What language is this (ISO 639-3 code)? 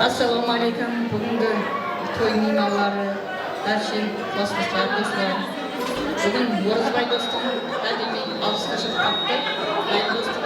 kaa